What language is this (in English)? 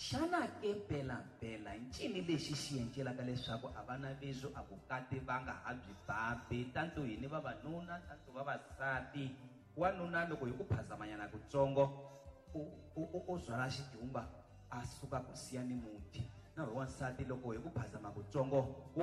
Tsonga